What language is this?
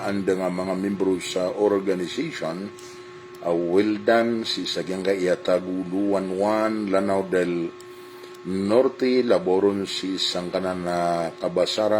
Maranao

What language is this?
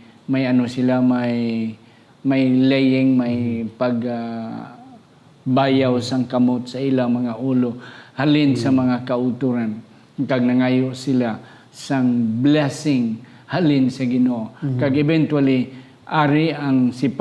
Hiligaynon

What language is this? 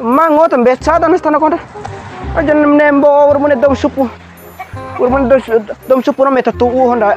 Bima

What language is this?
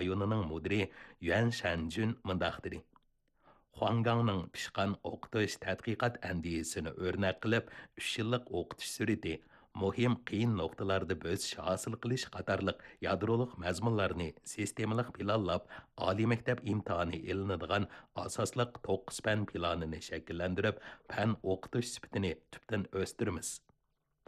Uyghur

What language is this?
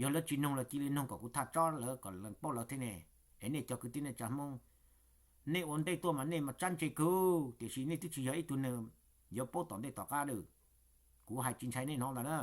Hmong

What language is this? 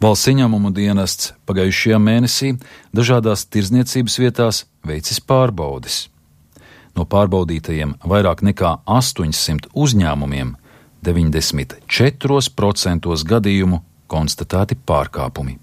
Latvian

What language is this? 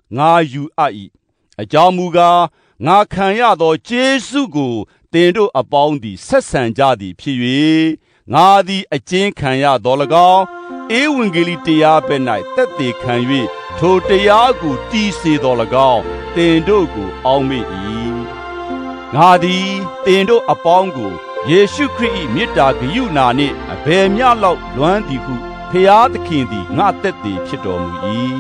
Burmese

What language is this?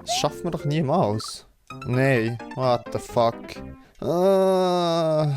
Swiss German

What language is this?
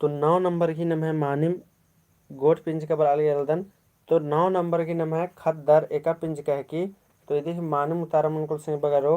Kurukh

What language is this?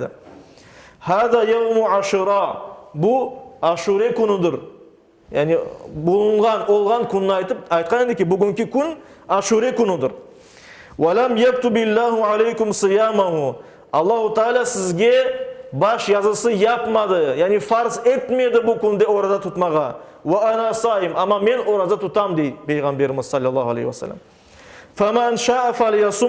Crimean Tatar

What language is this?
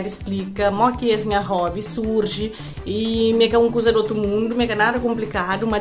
Kabuverdianu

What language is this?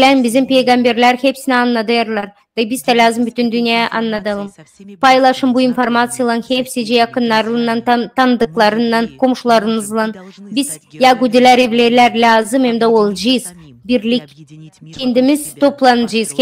Gagauz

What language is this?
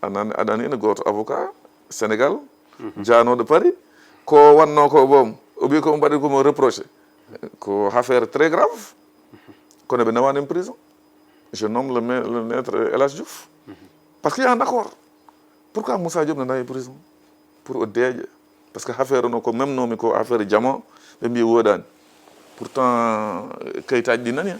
Fula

